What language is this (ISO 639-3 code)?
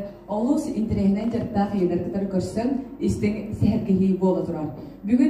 sah